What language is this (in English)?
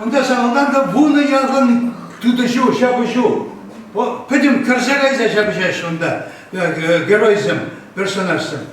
Chuvash